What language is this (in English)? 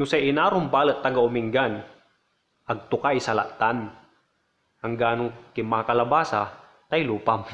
Pangasinan